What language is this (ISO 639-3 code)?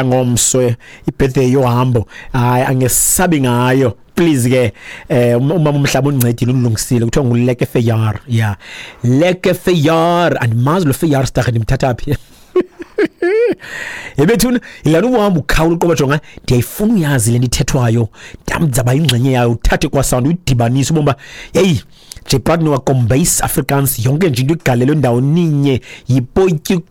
xho